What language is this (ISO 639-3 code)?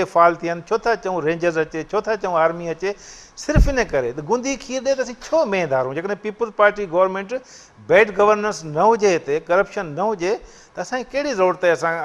snd